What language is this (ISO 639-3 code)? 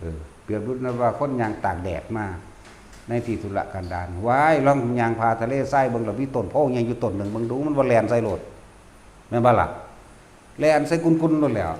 tts